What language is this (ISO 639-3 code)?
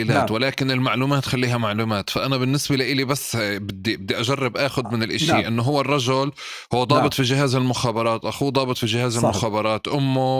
apc